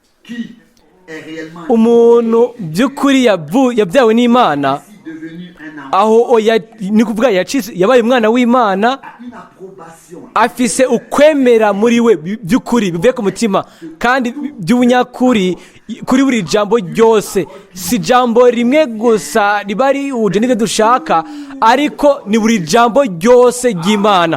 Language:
Rundi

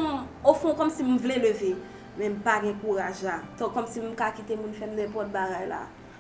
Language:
Haitian Creole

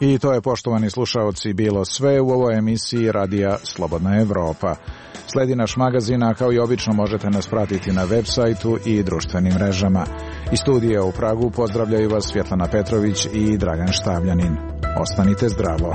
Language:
Croatian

